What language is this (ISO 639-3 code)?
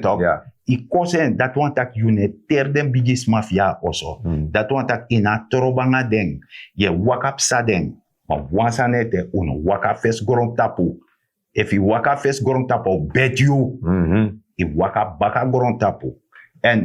srn